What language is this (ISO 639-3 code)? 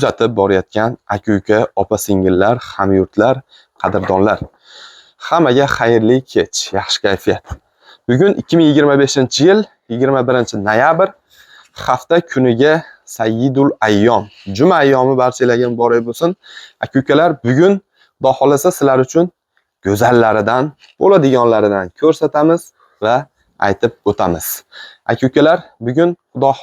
uzb